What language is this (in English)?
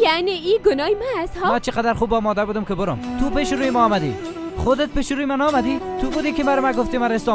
Persian